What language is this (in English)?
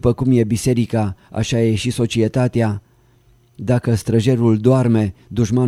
Romanian